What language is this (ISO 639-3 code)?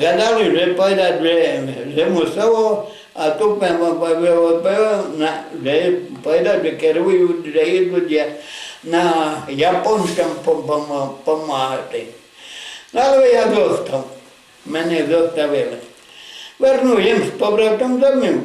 rue